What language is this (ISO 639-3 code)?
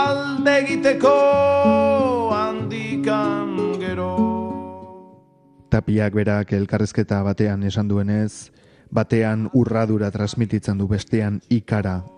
eus